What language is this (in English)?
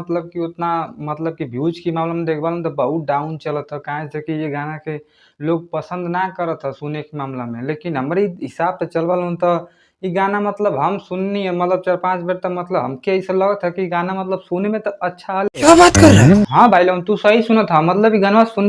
Bhojpuri